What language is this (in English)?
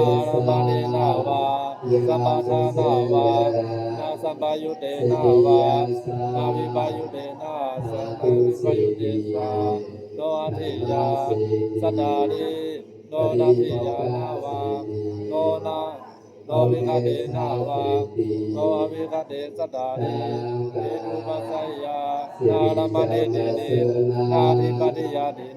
Pali